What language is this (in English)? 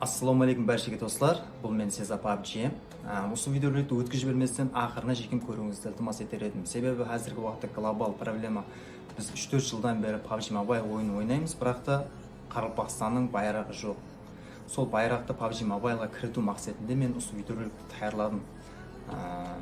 Kara-Kalpak